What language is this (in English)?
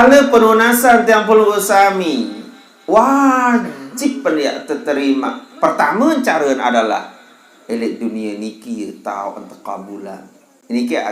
Sasak